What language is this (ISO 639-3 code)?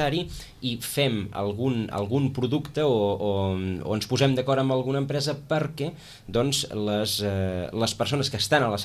cat